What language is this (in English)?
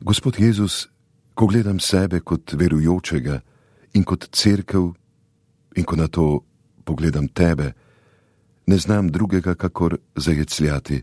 Slovenian